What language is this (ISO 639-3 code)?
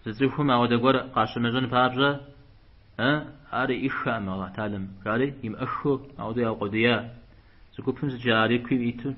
kbd